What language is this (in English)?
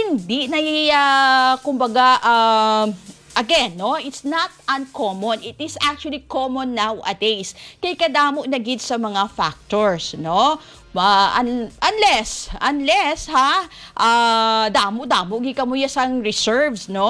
Hiligaynon